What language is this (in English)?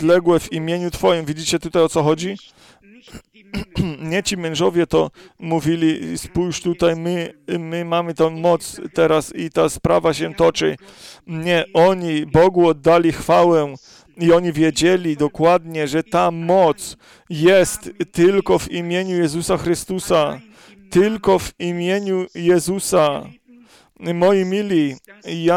Polish